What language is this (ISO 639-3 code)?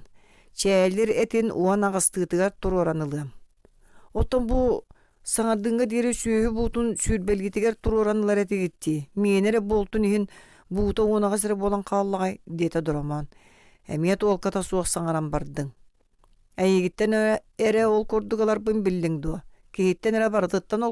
sah